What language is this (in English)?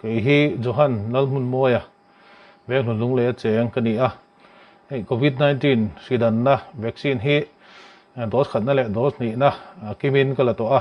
Mizo